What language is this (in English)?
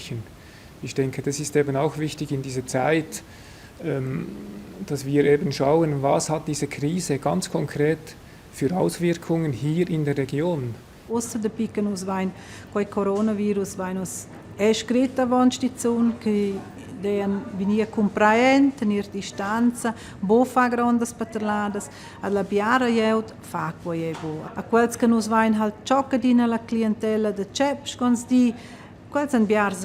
Romansh